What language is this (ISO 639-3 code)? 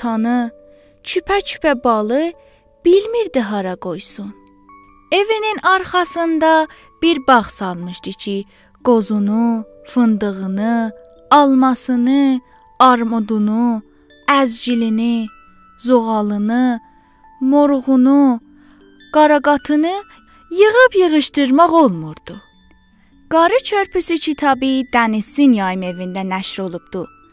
azb